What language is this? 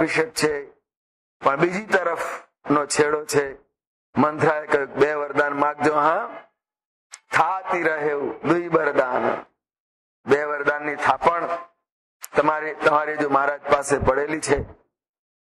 Gujarati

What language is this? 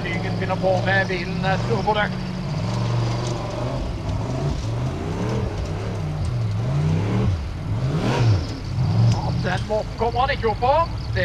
Norwegian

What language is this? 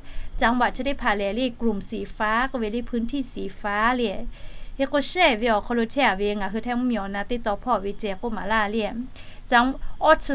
Lahu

